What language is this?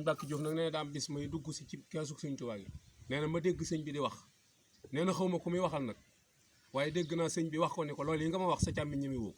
Wolof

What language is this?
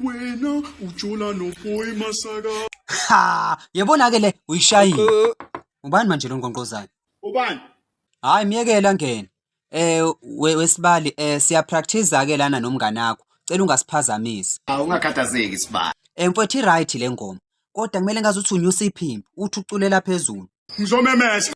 Zulu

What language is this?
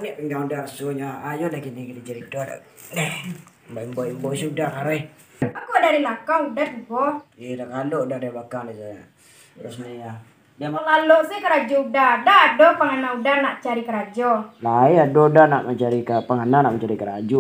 Minangkabau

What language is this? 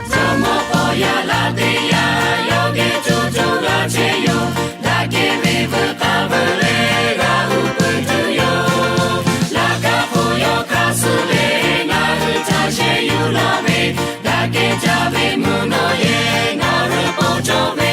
Lahu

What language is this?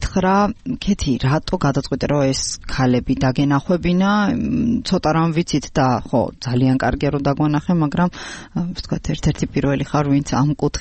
Georgian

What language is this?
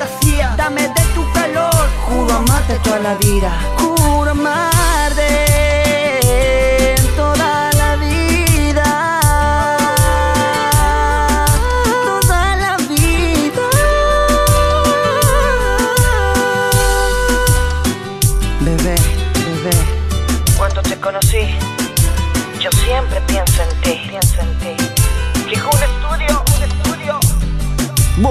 Spanish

